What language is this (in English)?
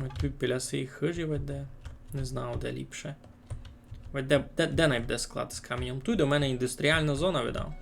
Rusyn